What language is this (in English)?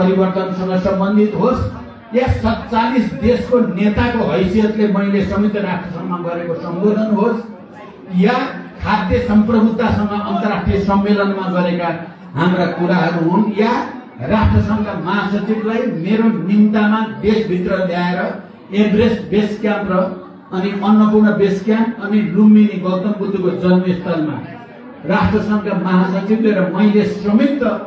Nepali